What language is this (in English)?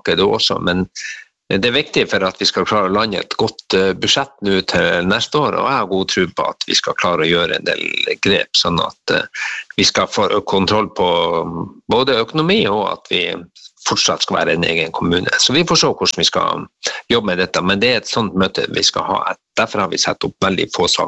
Norwegian